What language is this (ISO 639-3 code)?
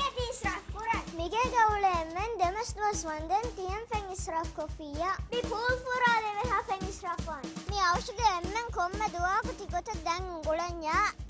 div